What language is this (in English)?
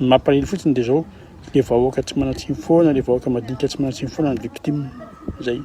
Malagasy